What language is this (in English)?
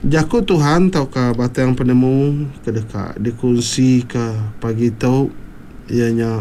Iban